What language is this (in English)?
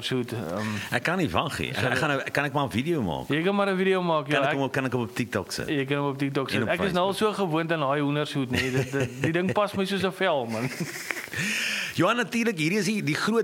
Afrikaans